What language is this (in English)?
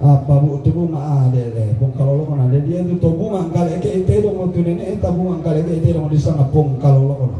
Toraja-Sa'dan